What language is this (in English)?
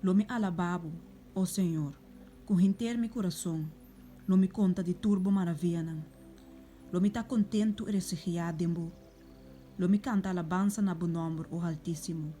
Papiamento